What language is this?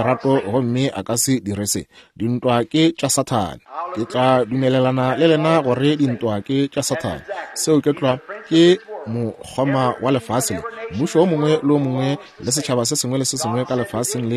Northern Sotho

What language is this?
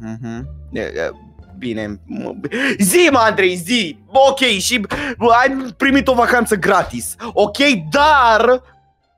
Romanian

